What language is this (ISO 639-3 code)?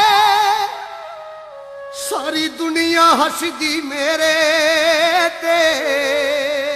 pan